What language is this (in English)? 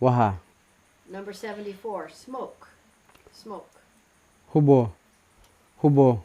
Kamasau